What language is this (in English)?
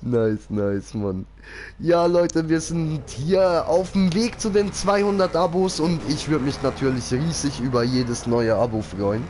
Swiss German